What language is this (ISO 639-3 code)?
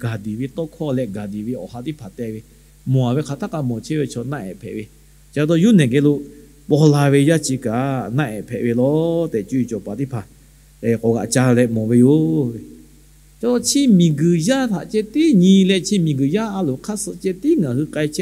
lhu